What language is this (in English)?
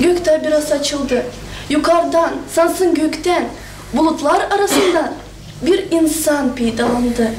Gagauz